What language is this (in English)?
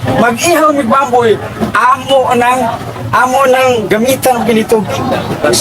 Cebuano